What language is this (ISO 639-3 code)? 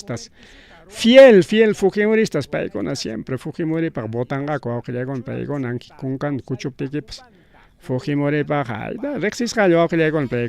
quy